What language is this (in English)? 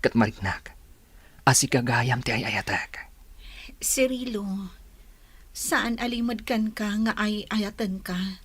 Iloko